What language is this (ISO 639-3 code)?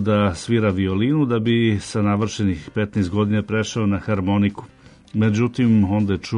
srp